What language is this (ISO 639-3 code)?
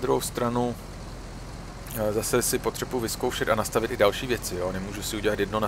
ces